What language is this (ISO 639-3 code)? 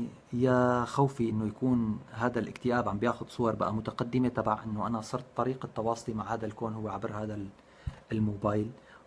apc